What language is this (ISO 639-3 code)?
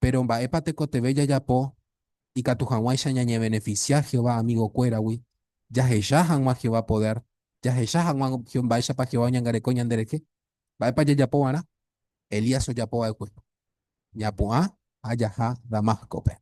grn